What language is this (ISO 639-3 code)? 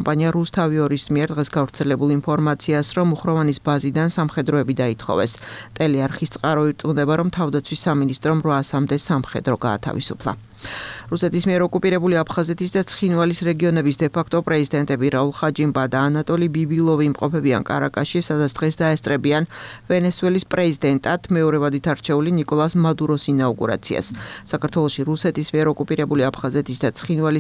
kat